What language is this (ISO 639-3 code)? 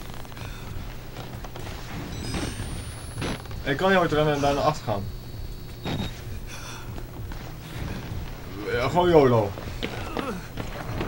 nld